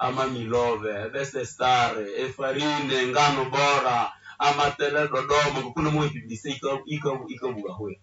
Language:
Nande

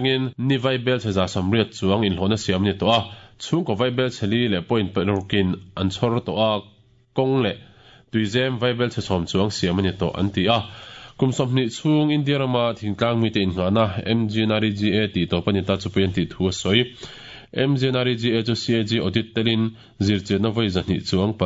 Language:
Mizo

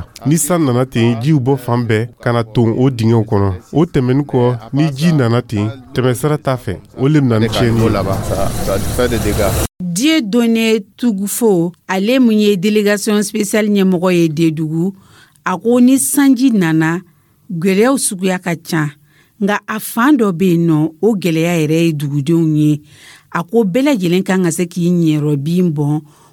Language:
Dyula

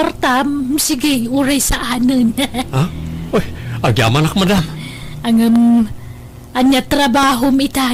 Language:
Iloko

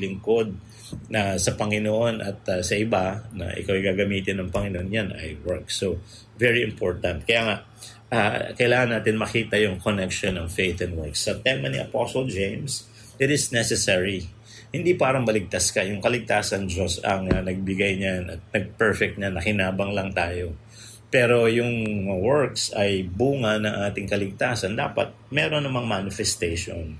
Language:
Filipino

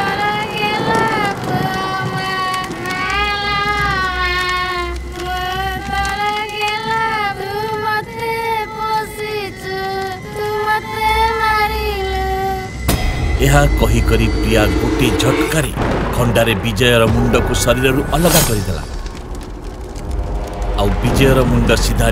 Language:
Odia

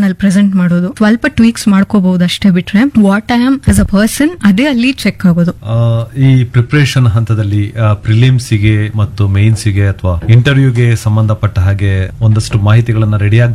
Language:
Kannada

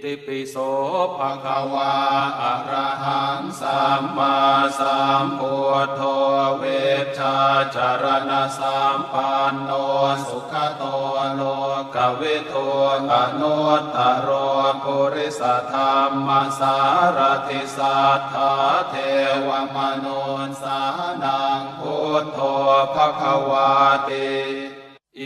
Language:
Pali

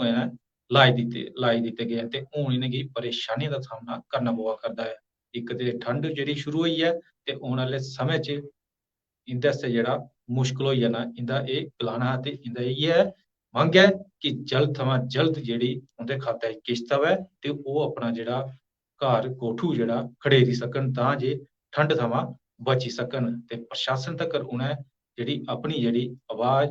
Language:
Dogri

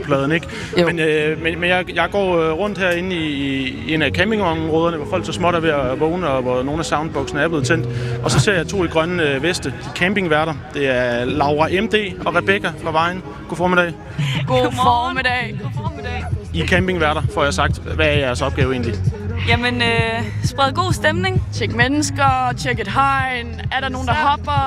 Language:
Danish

